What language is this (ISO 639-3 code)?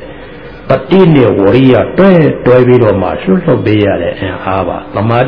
mya